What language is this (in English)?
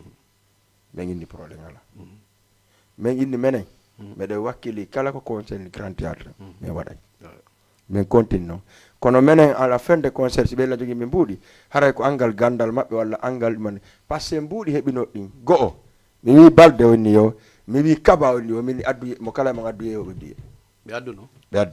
Fula